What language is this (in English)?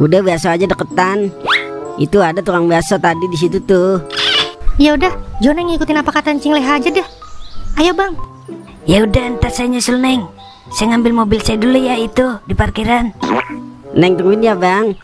Betawi